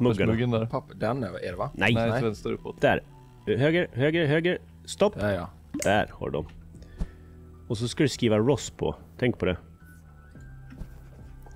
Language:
Swedish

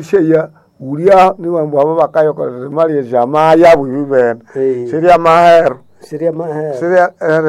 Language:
Nande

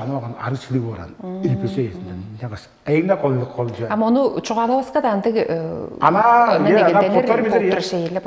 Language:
Tuvinian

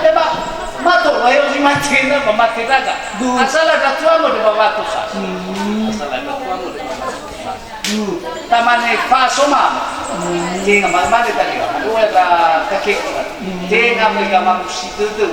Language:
Nias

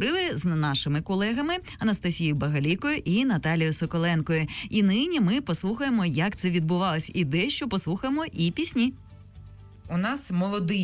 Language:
Ukrainian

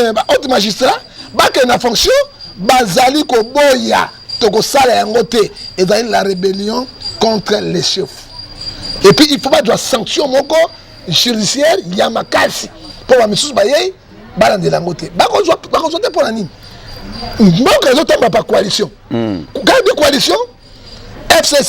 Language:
Lingala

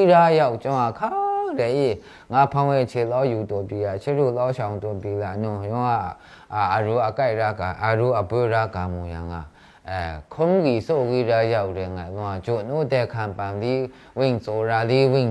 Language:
Maru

